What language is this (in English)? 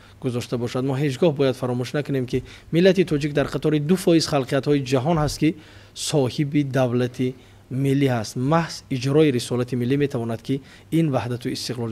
Tajik